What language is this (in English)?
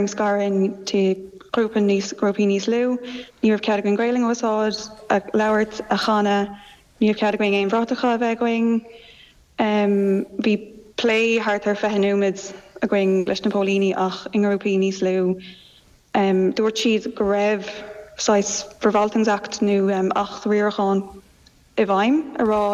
Irish